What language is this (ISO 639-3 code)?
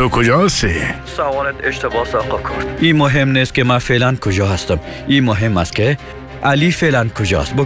fas